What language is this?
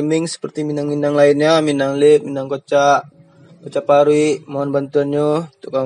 Minangkabau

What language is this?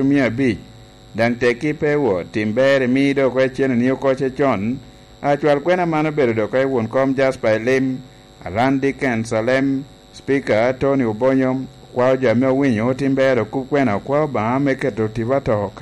Lango (Uganda)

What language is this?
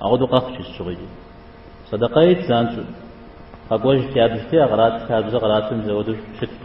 Kabardian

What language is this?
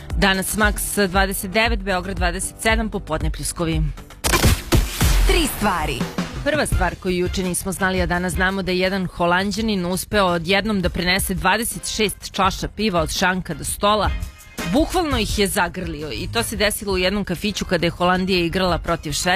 Serbian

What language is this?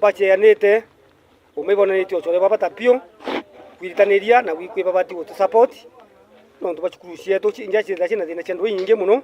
Meru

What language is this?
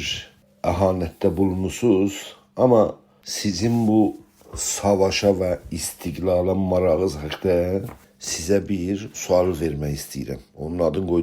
South Azerbaijani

